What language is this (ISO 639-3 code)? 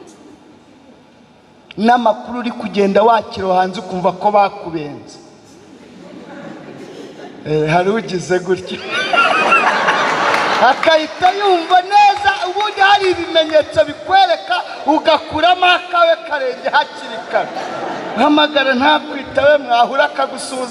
kin